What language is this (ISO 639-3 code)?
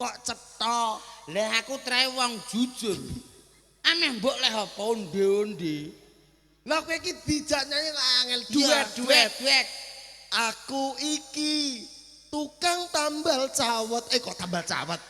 jav